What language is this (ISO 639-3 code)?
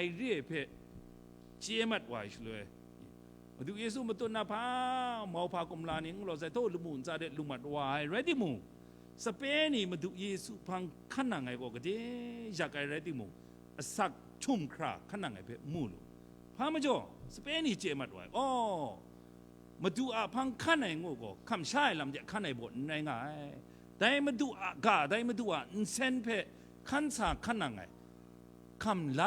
kac